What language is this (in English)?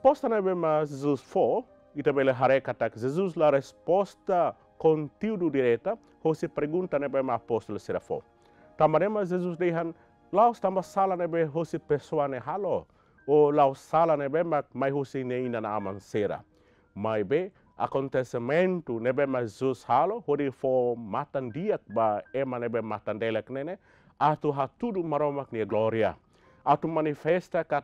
Tetum